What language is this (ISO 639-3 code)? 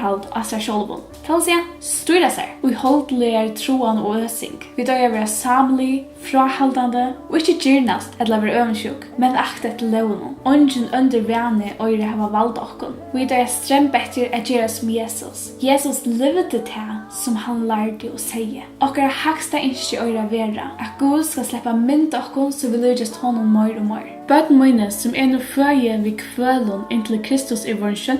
fao